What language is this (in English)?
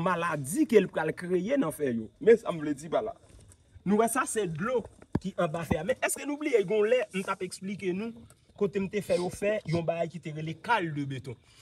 Haitian Creole